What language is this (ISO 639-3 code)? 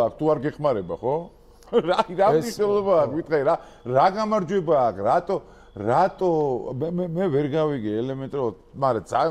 kat